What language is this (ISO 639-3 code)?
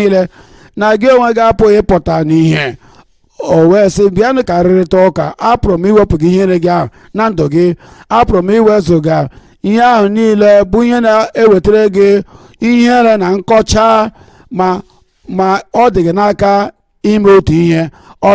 ibo